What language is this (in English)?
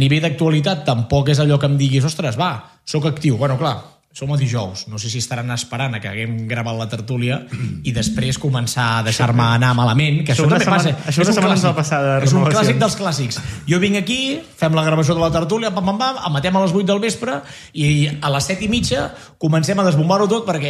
Catalan